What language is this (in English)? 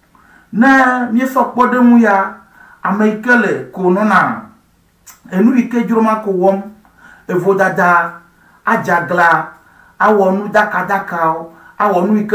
Ewe